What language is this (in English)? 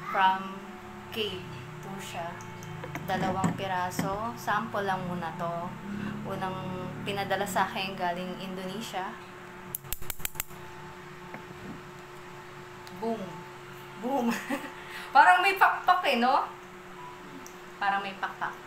Filipino